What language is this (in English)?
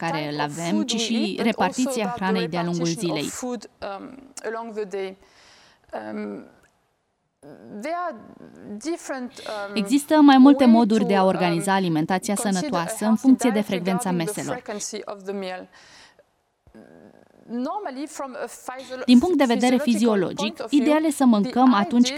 Romanian